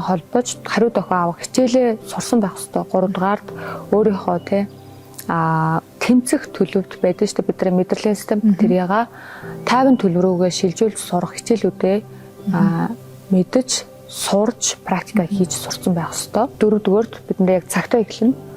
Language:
Mongolian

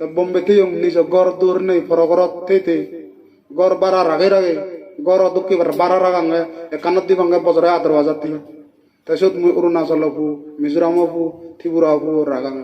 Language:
Chakma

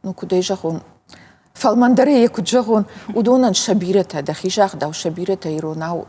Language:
Ossetic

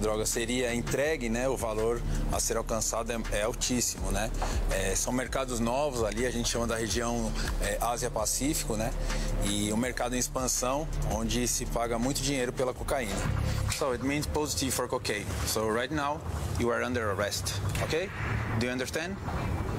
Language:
Portuguese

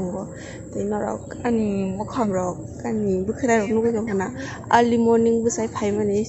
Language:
Kok Borok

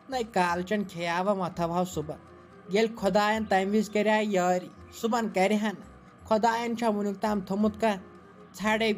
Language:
Kashmiri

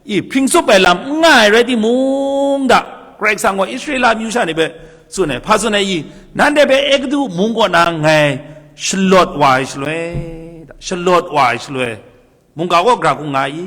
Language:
Kachin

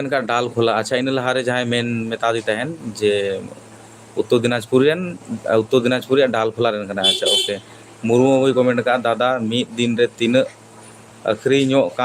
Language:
Santali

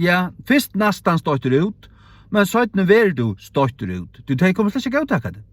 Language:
Faroese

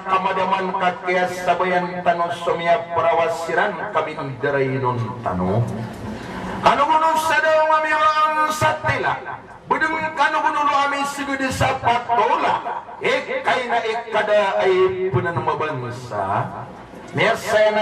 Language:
Maranao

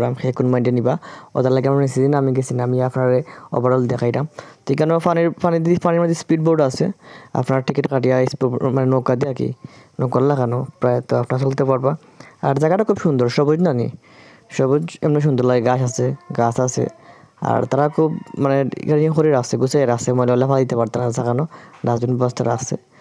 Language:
Sylheti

